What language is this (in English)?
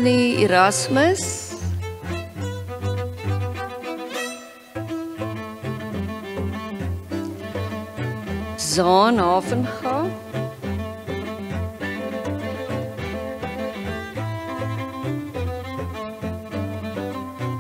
Afrikaans